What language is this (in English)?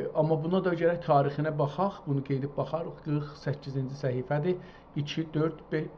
South Azerbaijani